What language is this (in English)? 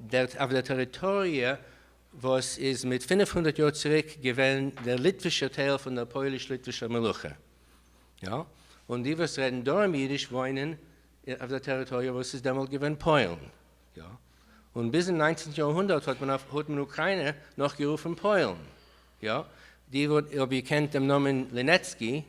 Yiddish